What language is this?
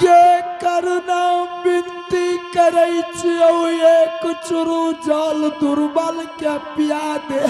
Angika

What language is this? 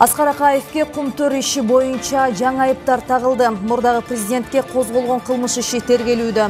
Kyrgyz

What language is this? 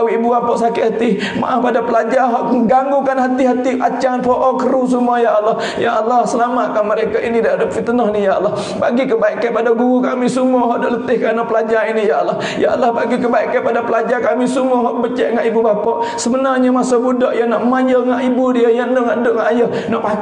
Malay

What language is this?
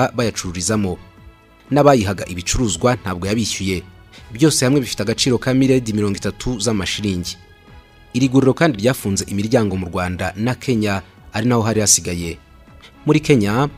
Kinyarwanda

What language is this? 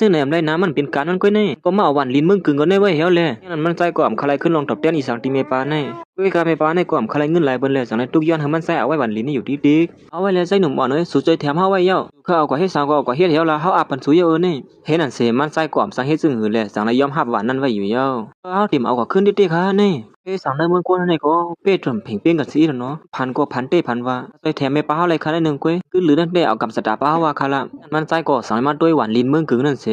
Shan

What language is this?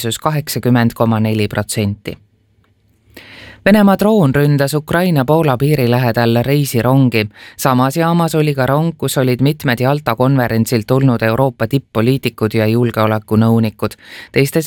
Estonian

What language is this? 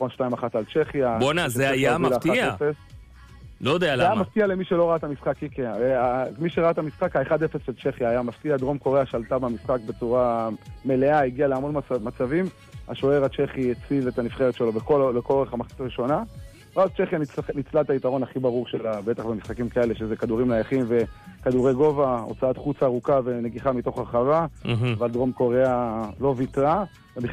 Hebrew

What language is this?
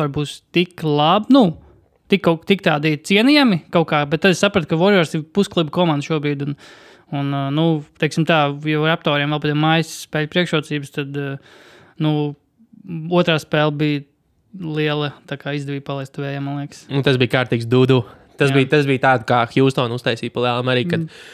Latvian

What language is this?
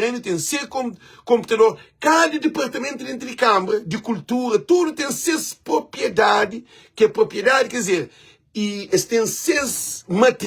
Kabuverdianu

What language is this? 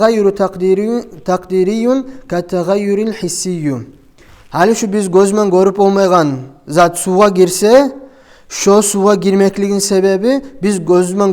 Kumyk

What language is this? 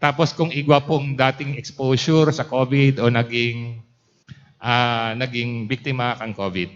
Bikol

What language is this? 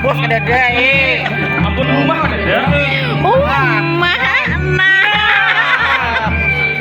Banjar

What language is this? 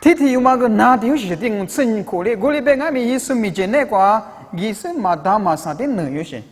Lisu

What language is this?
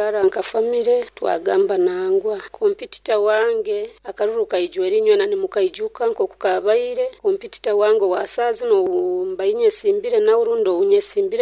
Nyoro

